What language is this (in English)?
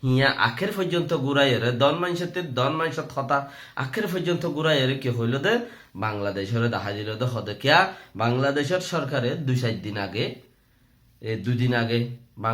Rohingya